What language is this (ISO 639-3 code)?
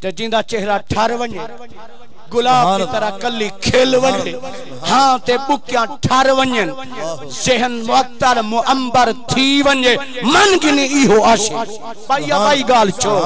skr